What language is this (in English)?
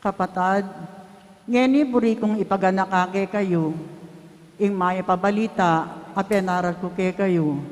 Pampanga